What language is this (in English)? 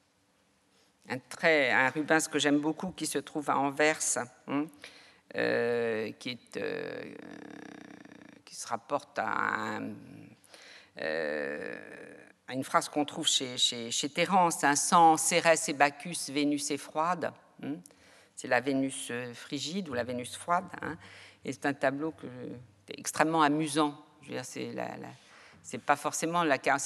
French